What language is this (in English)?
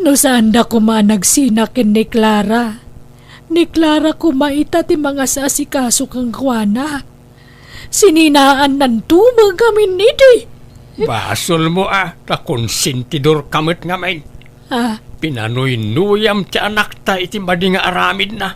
Iloko